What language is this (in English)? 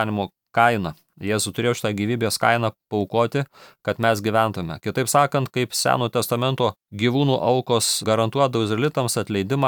Lithuanian